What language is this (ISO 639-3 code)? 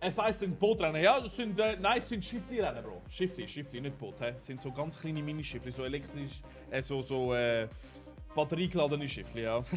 gsw